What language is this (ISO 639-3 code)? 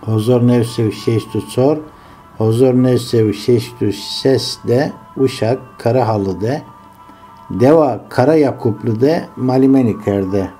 zza